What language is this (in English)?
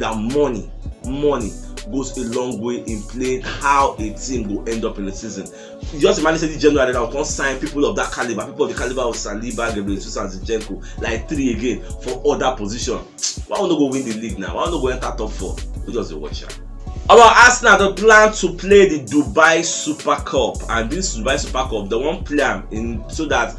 Nigerian Pidgin